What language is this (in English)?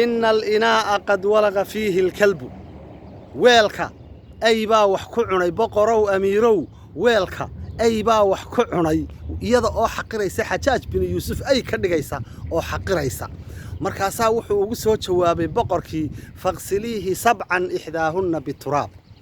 Somali